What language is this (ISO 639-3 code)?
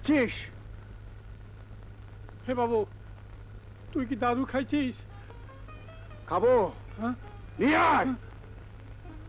ben